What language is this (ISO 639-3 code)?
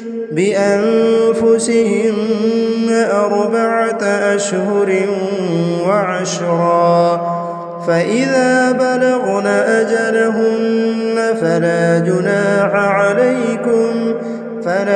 ara